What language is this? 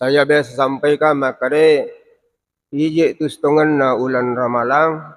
Buginese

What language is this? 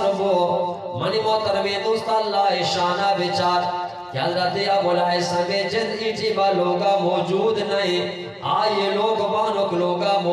Eastern Balochi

